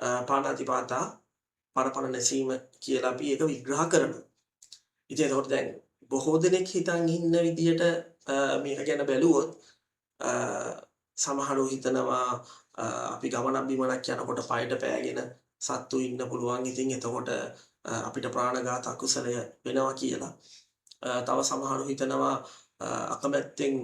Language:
Sinhala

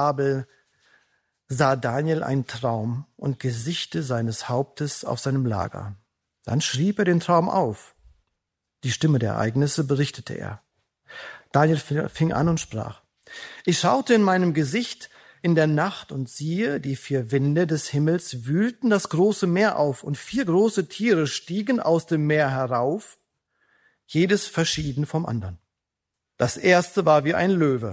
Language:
German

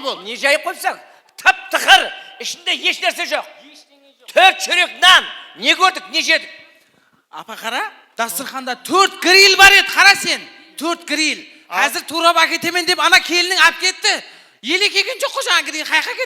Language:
Kara-Kalpak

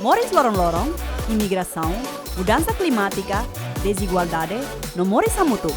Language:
Tetum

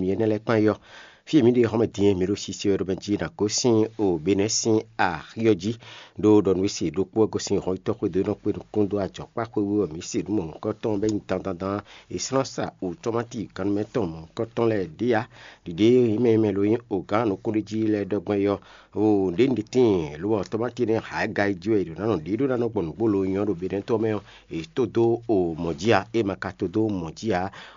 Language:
Fon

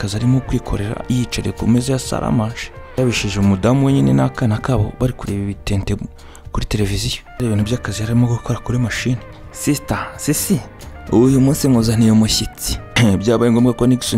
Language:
Kinyarwanda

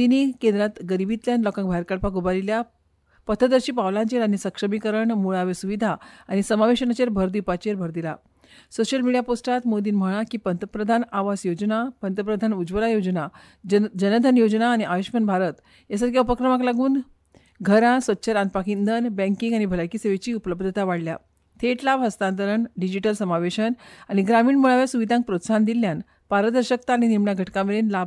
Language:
Konkani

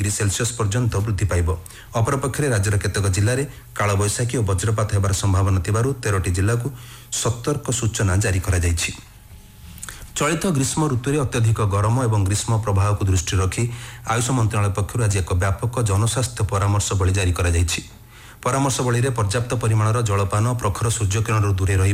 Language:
Odia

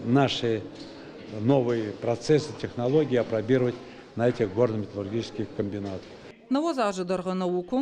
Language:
Ossetic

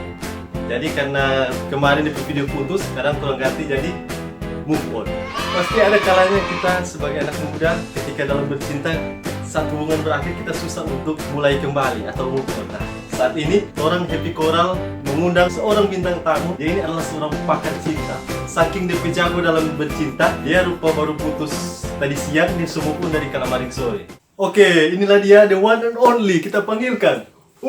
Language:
Manado Malay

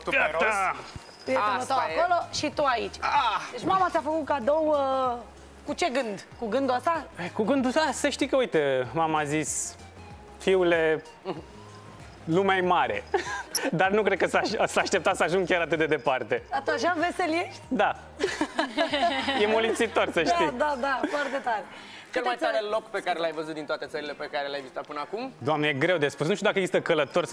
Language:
Romanian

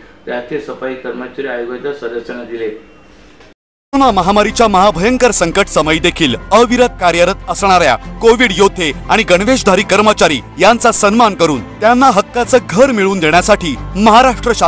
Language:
Marathi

